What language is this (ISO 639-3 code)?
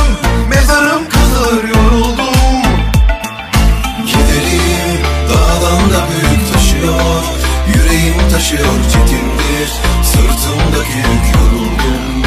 tur